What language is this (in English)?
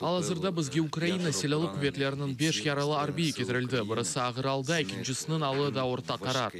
Crimean Tatar